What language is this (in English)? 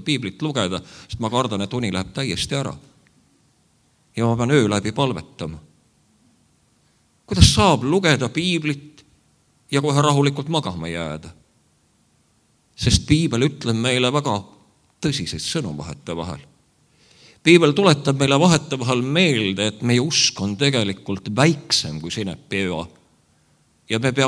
Estonian